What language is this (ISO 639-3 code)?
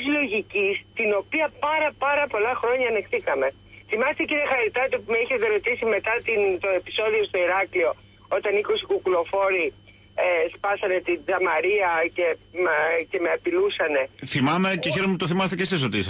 ell